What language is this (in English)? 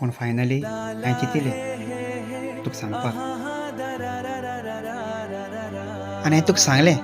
Konkani